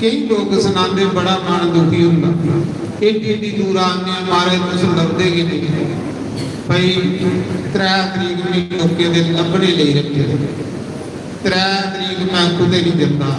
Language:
Dogri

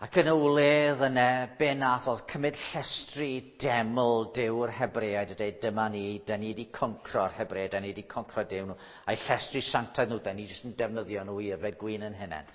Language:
Welsh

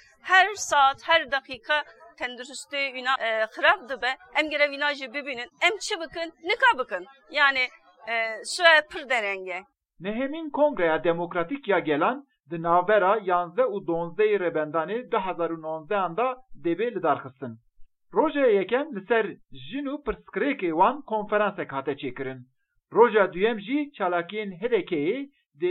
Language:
Kurdish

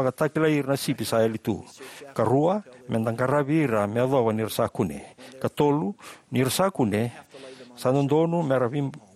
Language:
Fijian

